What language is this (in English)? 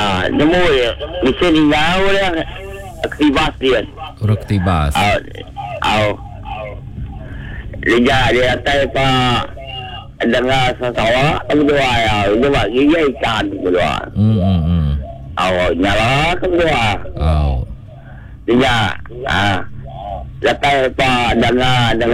Malay